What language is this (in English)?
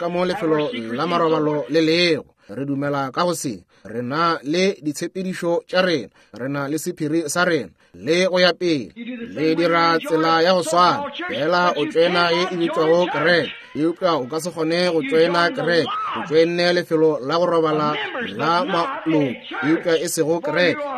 Northern Sotho